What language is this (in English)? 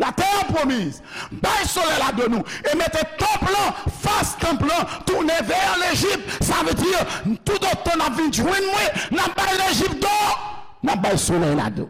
Haitian Creole